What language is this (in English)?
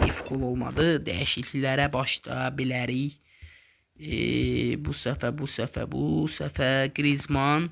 Azerbaijani